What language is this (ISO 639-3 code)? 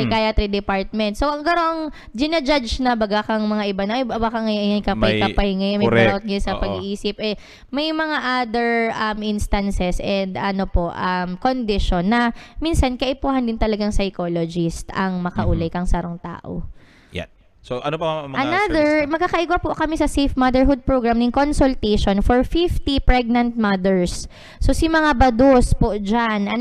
bik